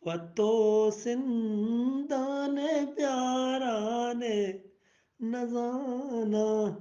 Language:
Eastern Balochi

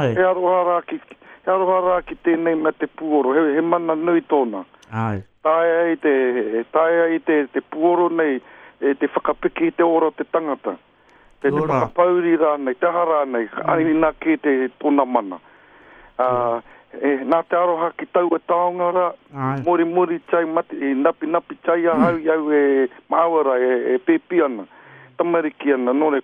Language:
Māori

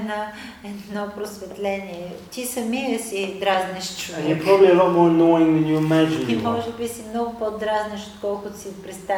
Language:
Bulgarian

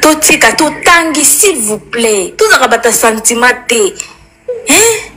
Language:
Lingala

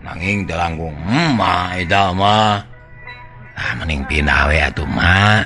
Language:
Sundanese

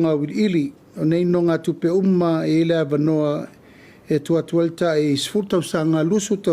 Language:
Samoan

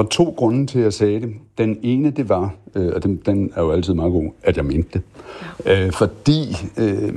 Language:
Danish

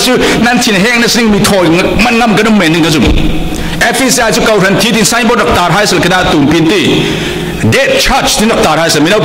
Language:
Falam Chin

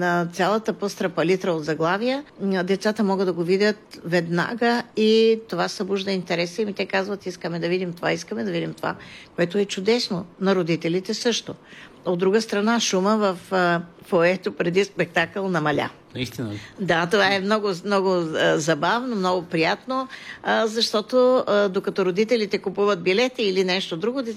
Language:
Bulgarian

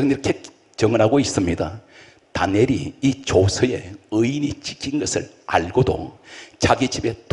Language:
Korean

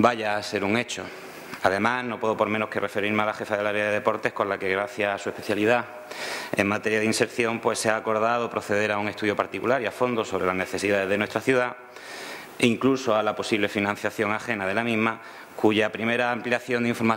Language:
Spanish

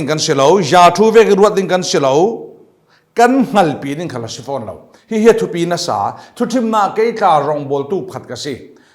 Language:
Falam Chin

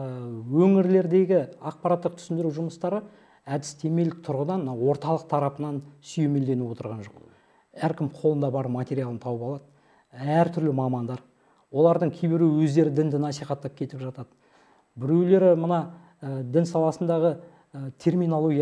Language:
Kazakh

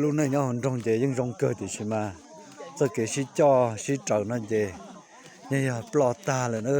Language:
Hmong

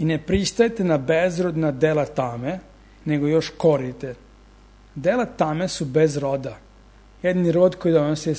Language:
Serbian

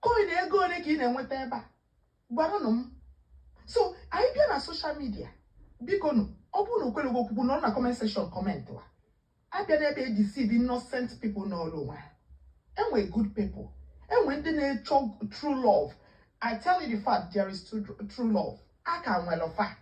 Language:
Igbo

